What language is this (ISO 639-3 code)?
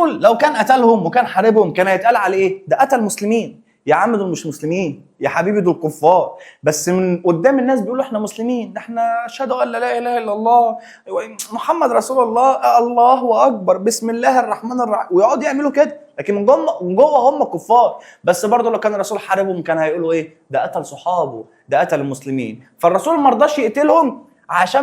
arz